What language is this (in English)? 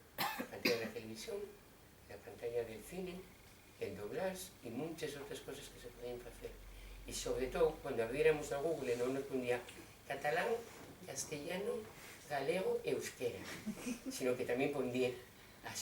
Asturian